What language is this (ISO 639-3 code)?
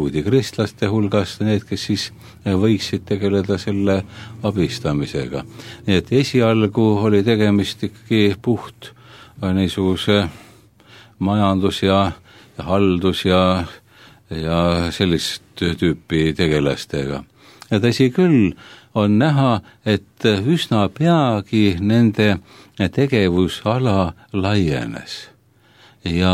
est